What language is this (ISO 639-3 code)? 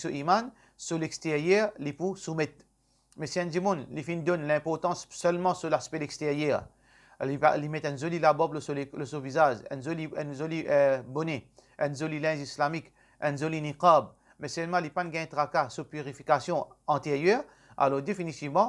mfe